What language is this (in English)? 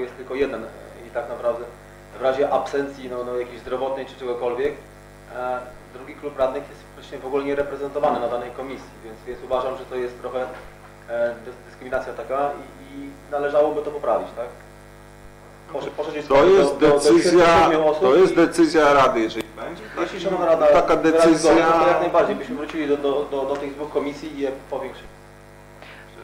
Polish